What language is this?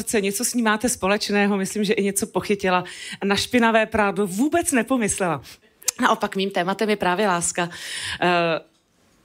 Czech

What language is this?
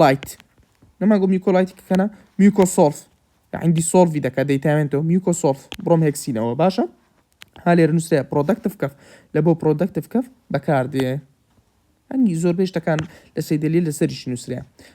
Central Kurdish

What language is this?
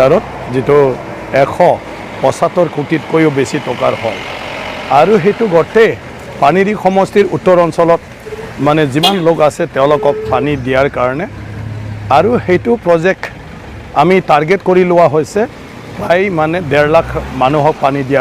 Assamese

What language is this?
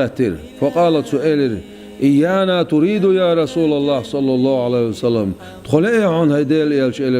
Chechen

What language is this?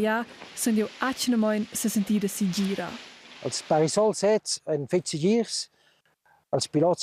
Romansh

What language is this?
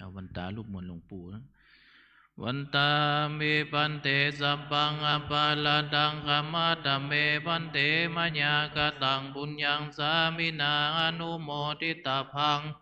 Pali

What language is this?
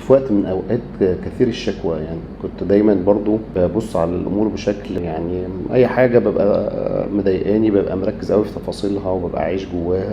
Egyptian Arabic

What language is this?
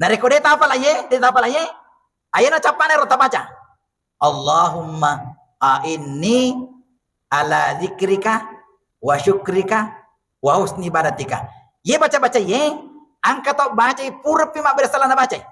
Buginese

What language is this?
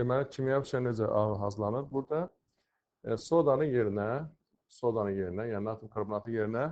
Azerbaijani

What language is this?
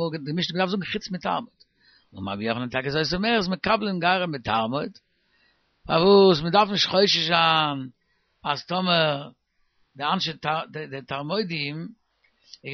Yiddish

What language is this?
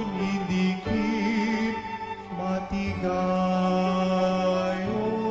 Hiligaynon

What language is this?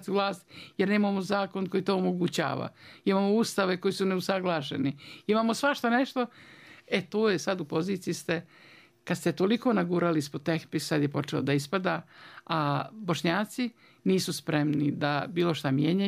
Bosnian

